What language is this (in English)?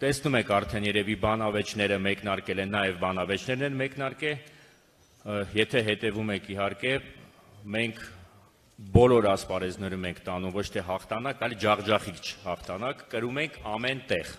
Armenian